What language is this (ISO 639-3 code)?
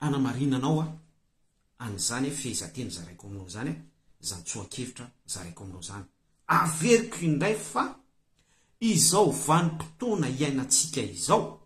mlg